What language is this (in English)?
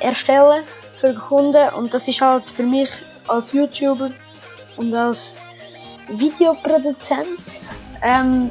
Swiss German